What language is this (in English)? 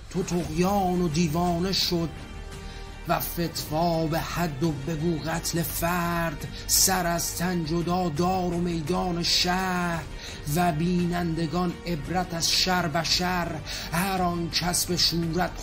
Persian